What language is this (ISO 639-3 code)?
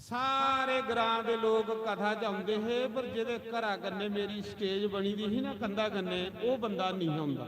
doi